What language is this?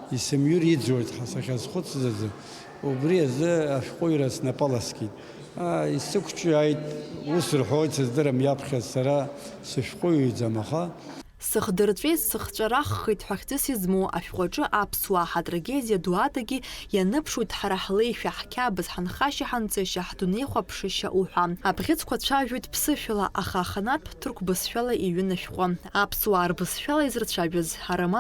Abkhazian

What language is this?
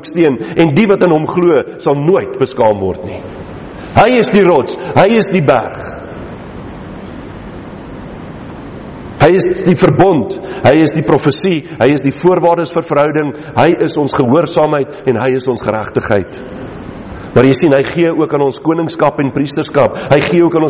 Afrikaans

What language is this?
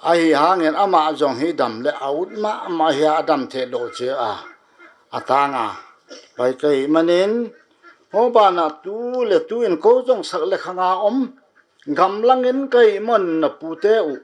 Paite Chin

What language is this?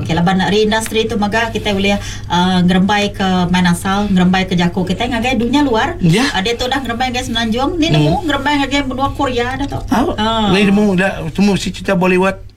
Iban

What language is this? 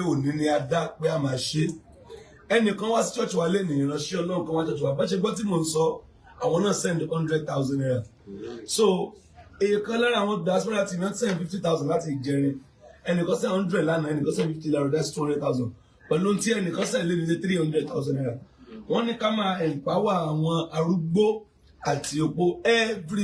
Yoruba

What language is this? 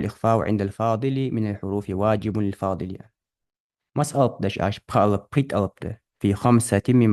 Ingush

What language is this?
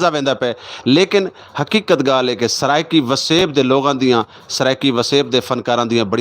Saraiki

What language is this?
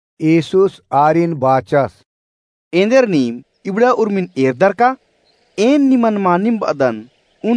Kurukh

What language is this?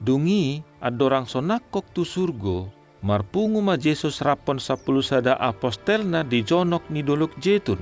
Batak Toba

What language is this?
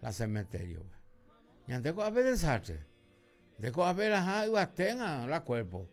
Guarani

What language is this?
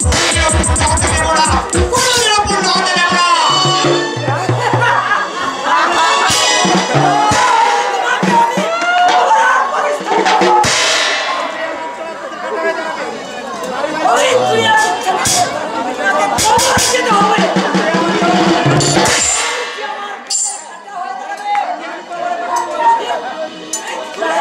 Bangla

